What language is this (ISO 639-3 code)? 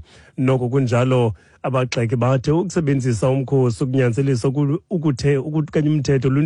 xho